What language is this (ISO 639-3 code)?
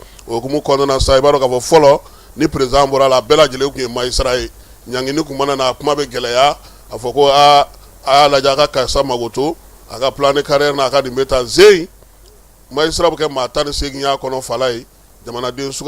bam